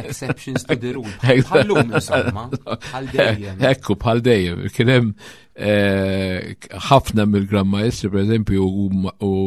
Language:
Maltese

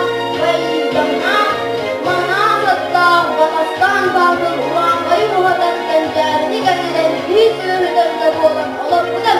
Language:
Yakut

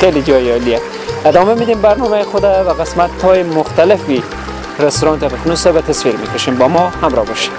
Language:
Persian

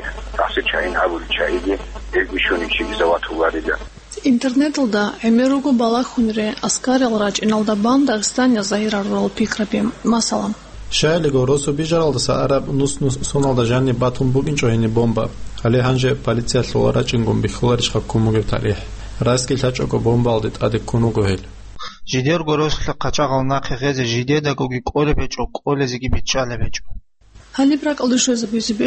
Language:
Avaric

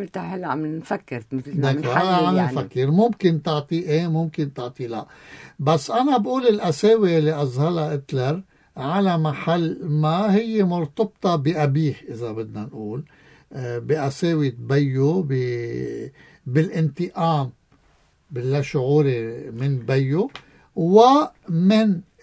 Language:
North Levantine Arabic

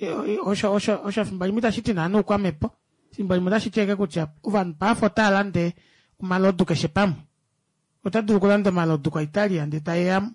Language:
Kuanyama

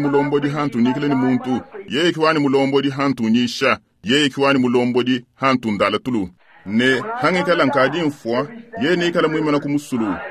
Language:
Luba-Lulua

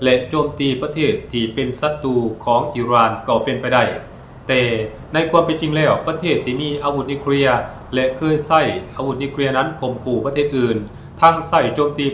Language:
Lao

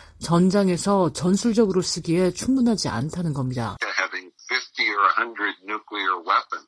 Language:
Korean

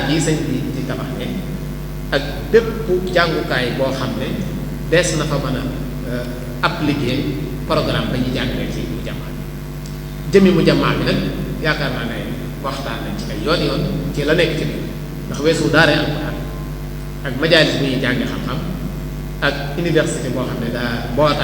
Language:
Wolof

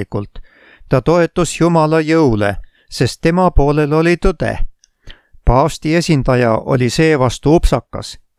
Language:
Estonian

